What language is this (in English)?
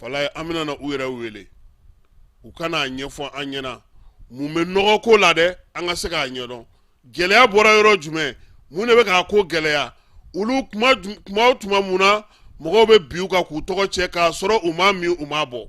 Bambara